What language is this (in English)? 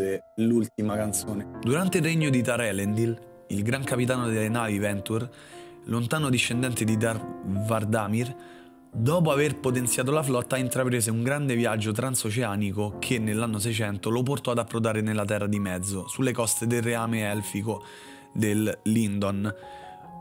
Italian